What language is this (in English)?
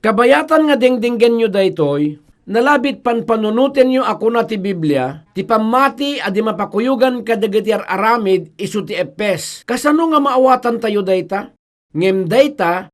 Iloko